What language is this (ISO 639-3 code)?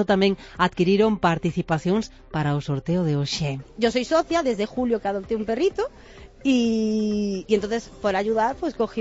glg